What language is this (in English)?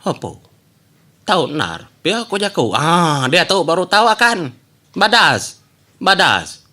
Iban